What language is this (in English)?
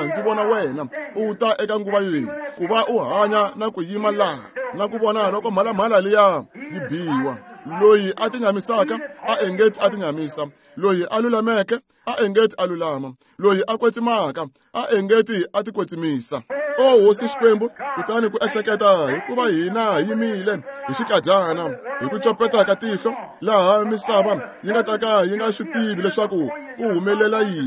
Tsonga